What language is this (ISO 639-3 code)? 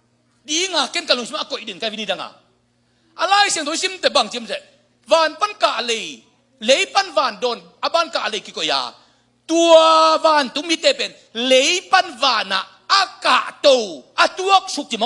ctd